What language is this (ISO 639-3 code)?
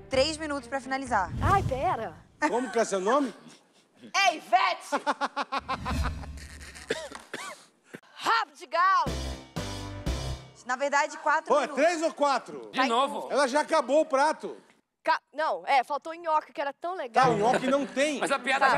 por